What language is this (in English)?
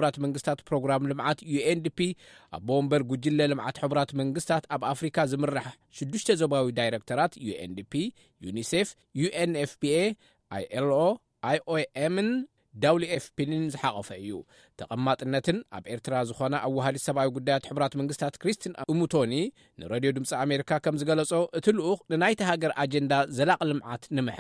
Tigrinya